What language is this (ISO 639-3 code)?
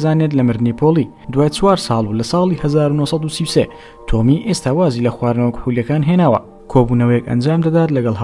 ckb